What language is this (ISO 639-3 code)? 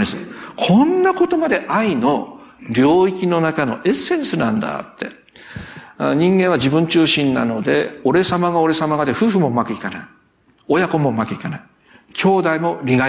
jpn